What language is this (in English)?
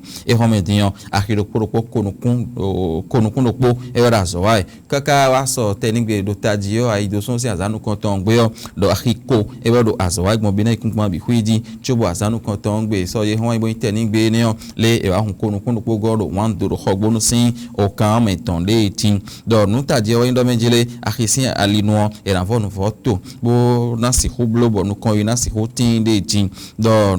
Fon